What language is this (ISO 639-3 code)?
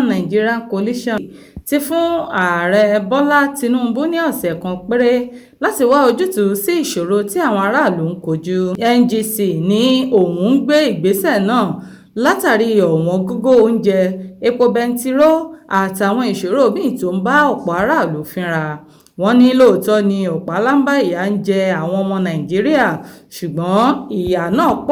yor